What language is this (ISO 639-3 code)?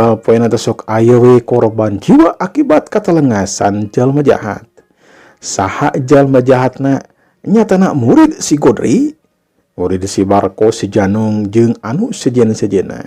sun